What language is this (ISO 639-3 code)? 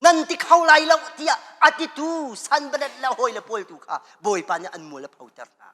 cnh